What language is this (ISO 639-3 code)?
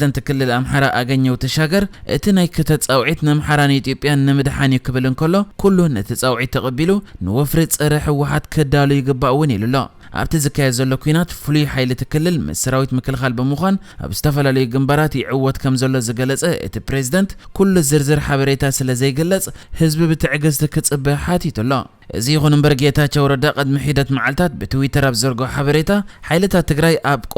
tir